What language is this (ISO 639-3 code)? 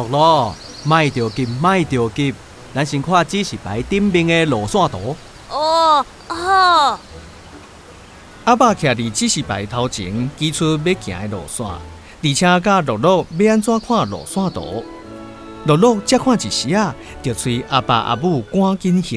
nan